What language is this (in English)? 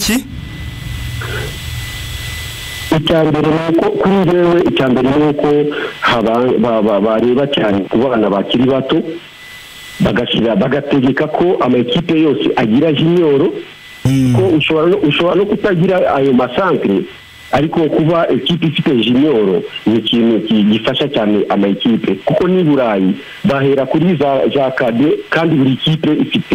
Kinyarwanda